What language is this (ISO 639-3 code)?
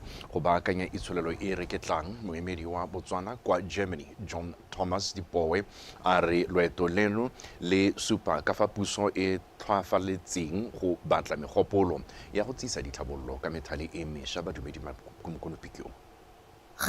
tsn